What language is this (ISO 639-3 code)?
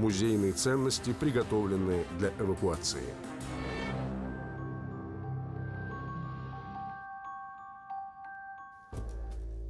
rus